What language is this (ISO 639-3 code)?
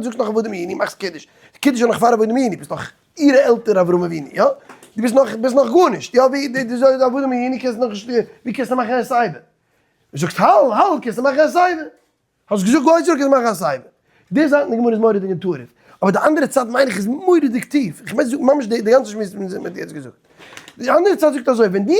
yid